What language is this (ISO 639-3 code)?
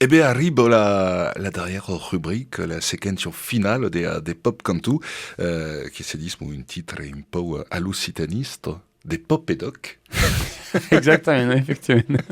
oci